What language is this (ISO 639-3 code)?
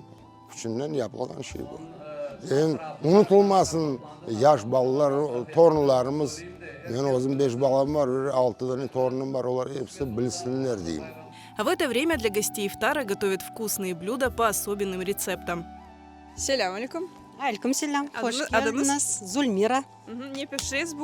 crh